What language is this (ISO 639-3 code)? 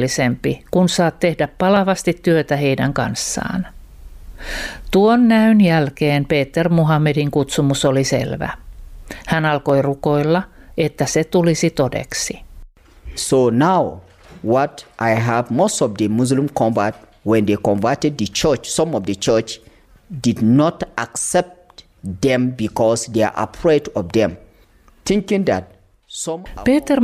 fin